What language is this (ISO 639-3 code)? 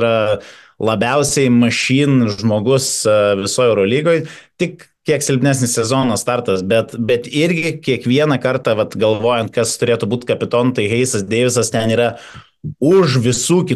lit